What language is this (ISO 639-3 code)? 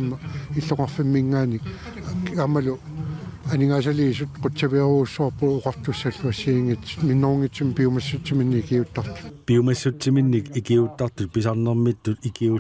kal